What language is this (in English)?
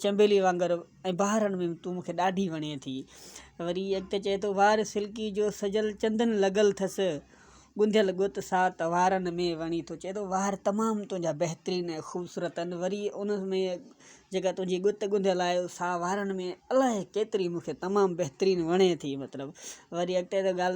Sindhi